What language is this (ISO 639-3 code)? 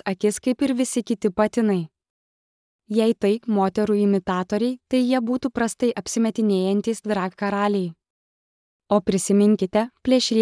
lit